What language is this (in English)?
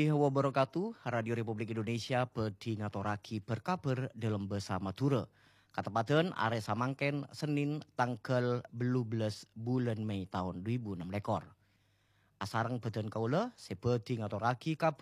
Madurese